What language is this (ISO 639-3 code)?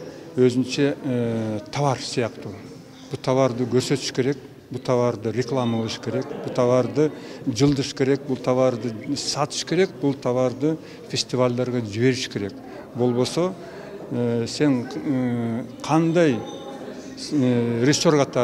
kir